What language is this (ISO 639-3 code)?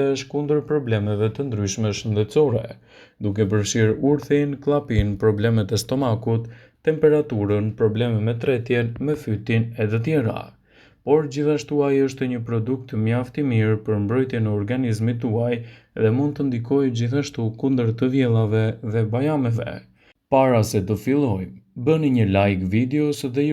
sqi